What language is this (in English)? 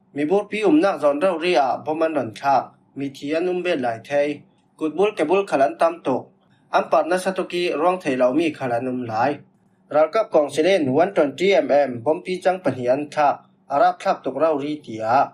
Falam Chin